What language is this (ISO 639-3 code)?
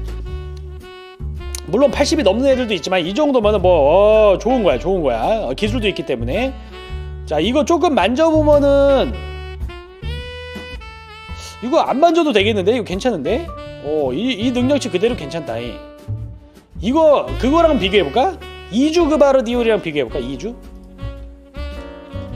kor